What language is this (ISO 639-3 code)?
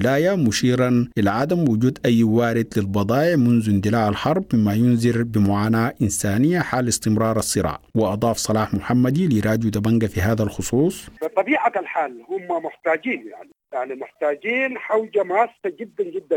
apd